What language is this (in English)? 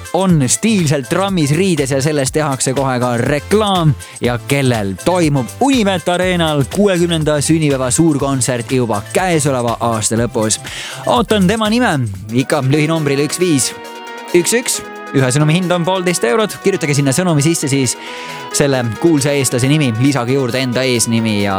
Estonian